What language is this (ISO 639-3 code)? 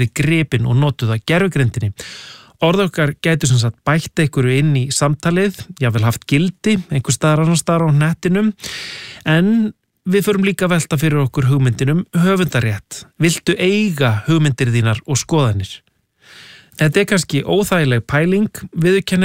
isl